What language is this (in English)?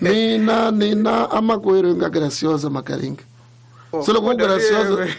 Tsonga